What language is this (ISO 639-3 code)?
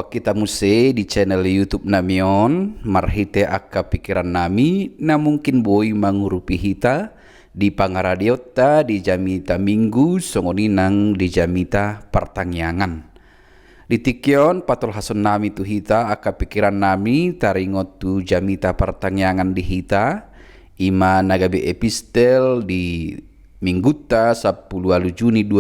bbc